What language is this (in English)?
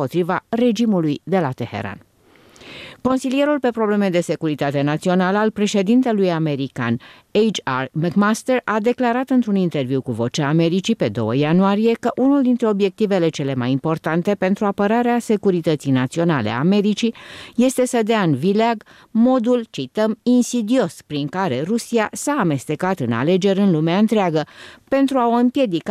Romanian